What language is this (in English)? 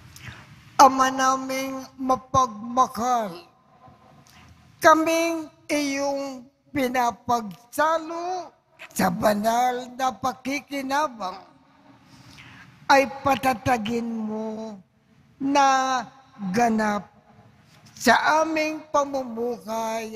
Filipino